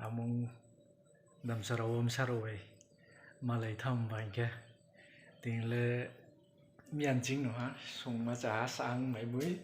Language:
Riang (India)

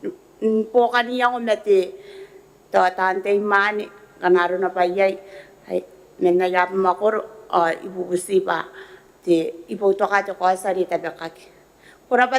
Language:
Gilbertese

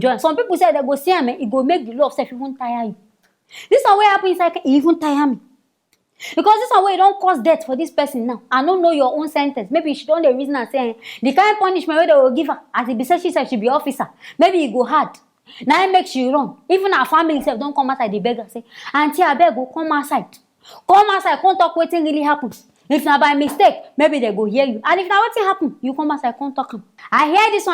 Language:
Nigerian Pidgin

